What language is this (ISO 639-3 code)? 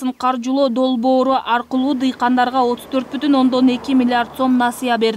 kir